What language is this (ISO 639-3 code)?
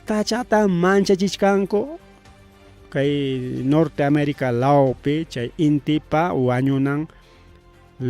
quy